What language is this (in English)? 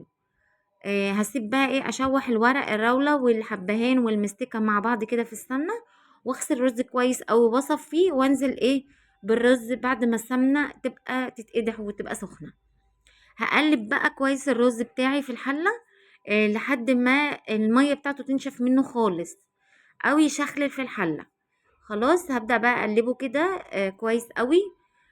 Egyptian Arabic